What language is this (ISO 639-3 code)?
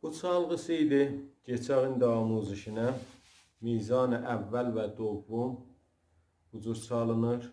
azb